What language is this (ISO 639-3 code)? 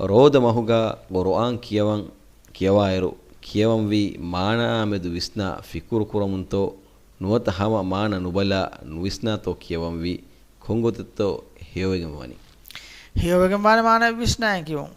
div